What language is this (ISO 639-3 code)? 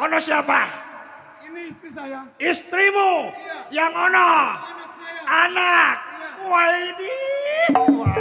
bew